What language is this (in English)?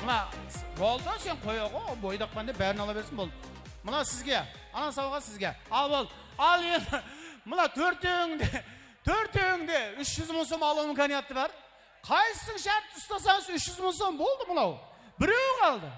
Kara-Kalpak